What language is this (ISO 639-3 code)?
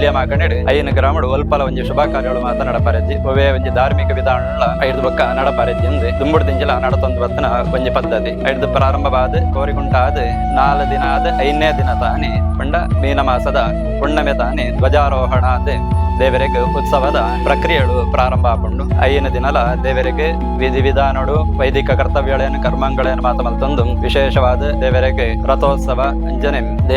tcy